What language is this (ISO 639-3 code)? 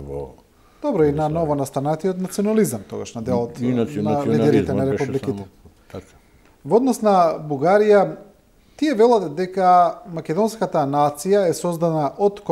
mkd